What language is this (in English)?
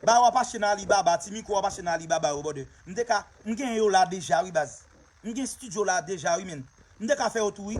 Haitian Creole